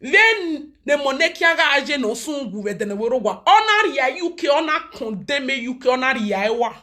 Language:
Nigerian Pidgin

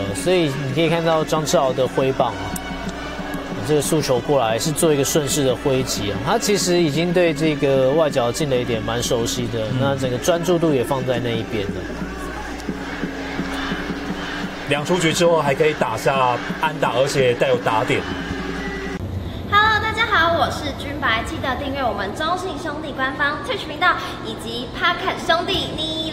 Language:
Chinese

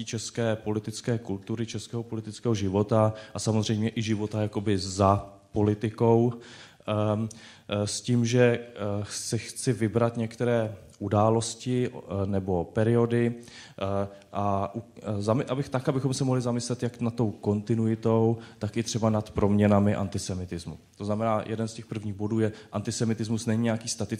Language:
Czech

